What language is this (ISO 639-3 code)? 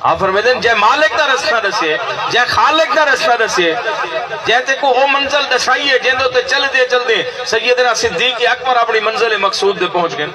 skr